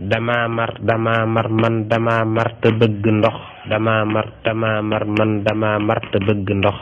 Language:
Wolof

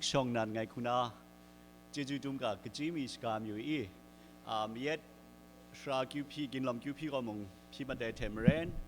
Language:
Kachin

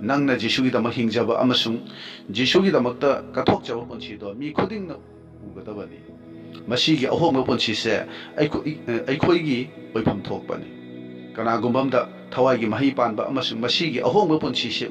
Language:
Manipuri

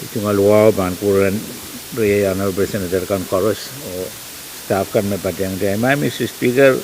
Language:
Pohnpeian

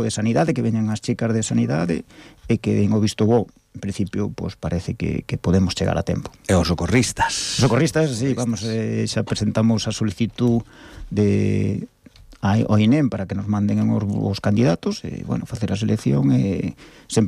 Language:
Galician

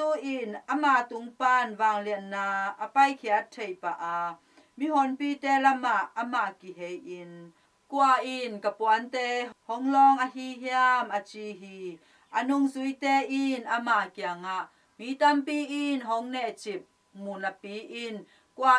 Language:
Tedim Chin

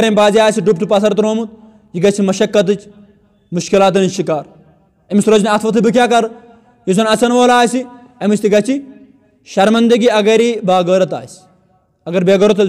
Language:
Kashmiri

